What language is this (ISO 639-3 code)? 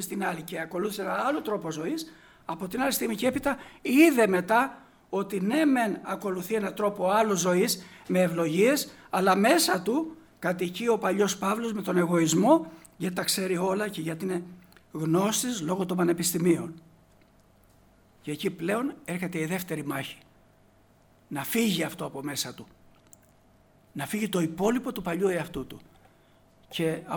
ell